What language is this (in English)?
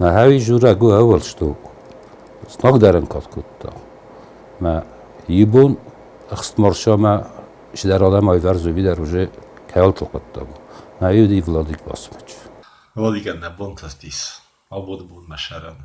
Ossetic